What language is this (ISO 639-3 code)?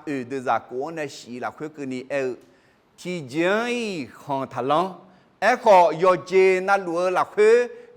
ahk